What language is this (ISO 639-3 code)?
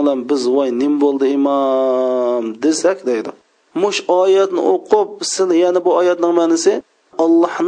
uig